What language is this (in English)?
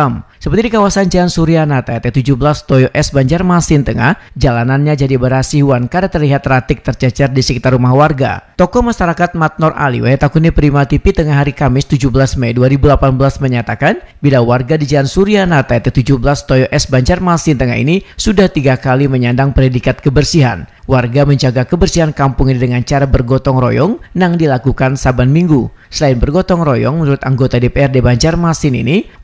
Banjar